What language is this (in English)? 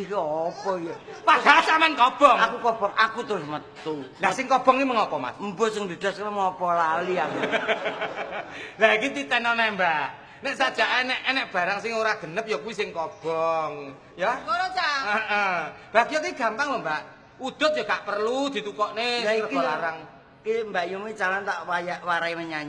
Javanese